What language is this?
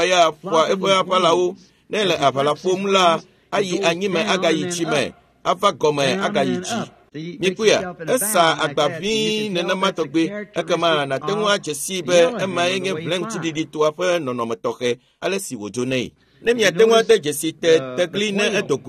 Ewe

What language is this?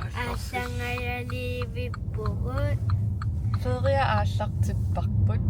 Kalaallisut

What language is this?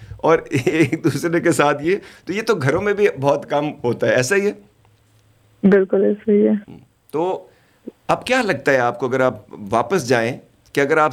Urdu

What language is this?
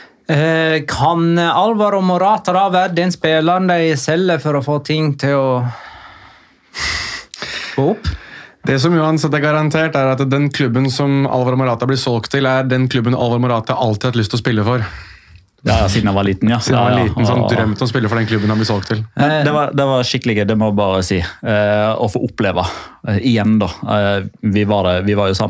Norwegian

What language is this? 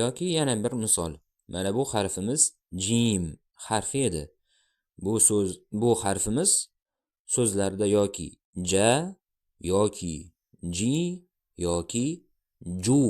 Uzbek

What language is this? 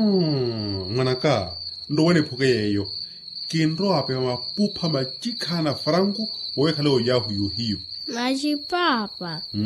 Makhuwa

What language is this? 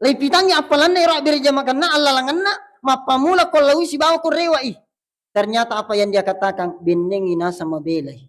Buginese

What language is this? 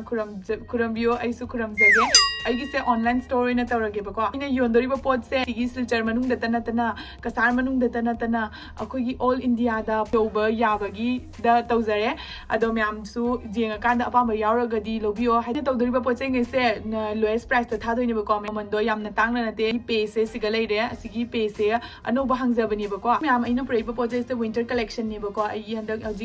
Manipuri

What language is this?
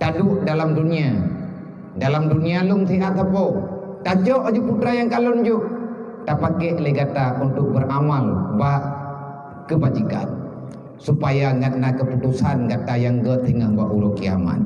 Achinese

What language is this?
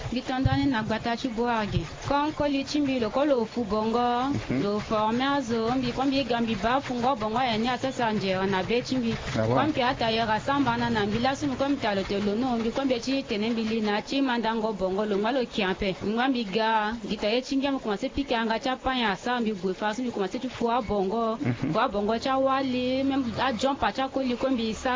Sango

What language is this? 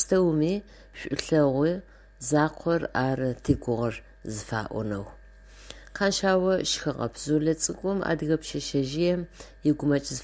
Adyghe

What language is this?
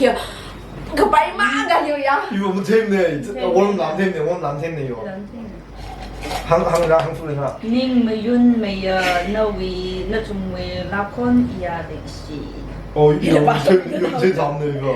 Tangkhul Naga (India)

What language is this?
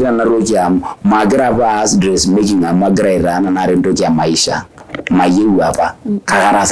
Masai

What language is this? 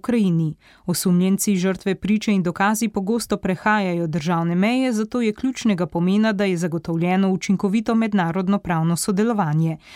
Slovenian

